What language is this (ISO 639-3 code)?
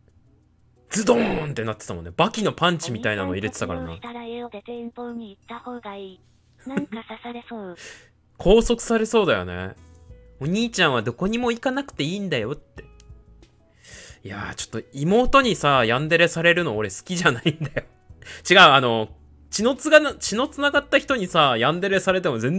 jpn